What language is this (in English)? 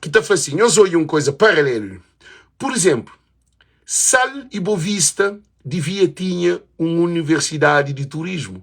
Kabuverdianu